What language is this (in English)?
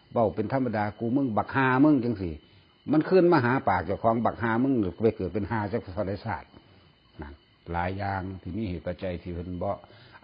Northeastern Thai